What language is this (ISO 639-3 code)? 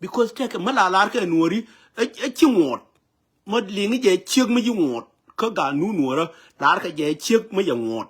nus